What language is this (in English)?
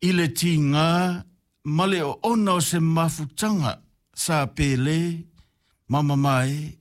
Samoan